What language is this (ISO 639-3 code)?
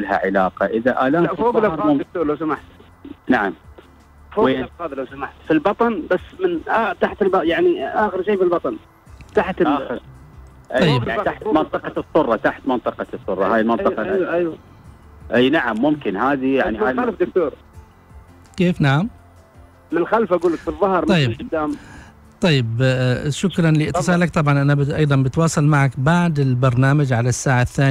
ara